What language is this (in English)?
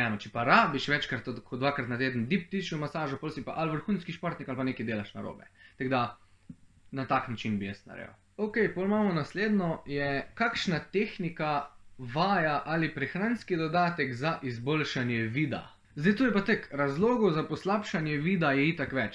Slovenian